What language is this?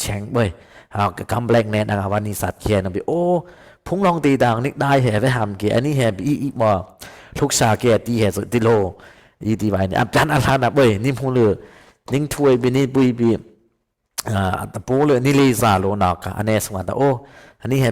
Dimasa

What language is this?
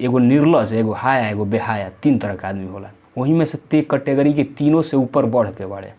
Bhojpuri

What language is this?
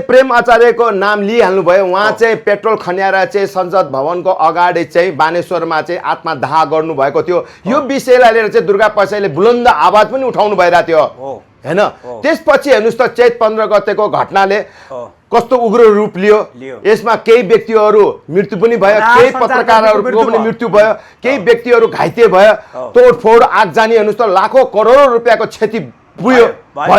Nepali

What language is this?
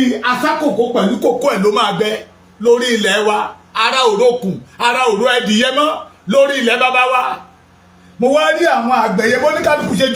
Yoruba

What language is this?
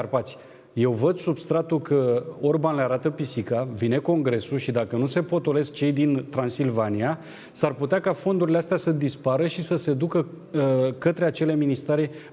Romanian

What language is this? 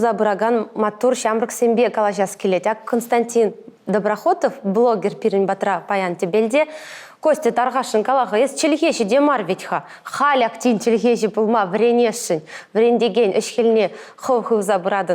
Chuvash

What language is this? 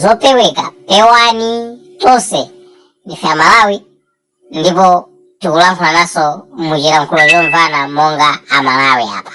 Nyanja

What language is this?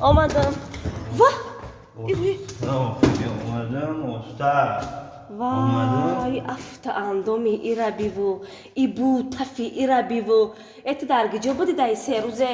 Tajik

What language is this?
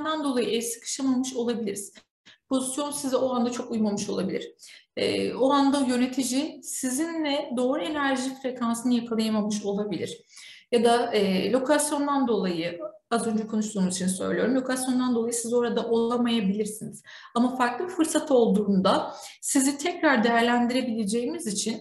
Turkish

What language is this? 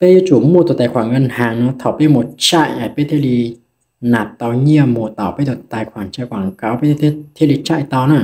Hmong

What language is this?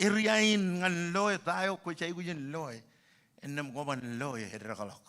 Marshallese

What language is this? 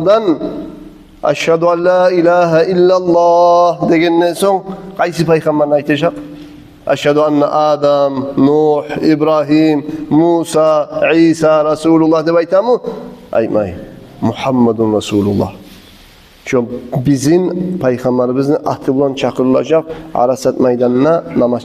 Kumyk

